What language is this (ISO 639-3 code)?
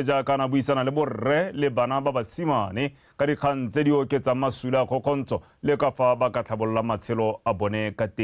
tsn